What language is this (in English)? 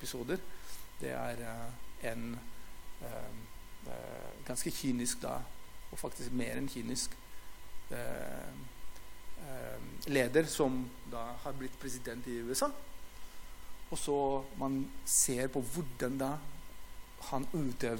Norwegian